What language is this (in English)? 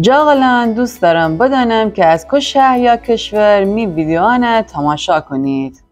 Gilaki